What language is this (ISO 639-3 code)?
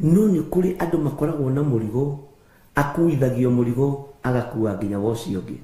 kik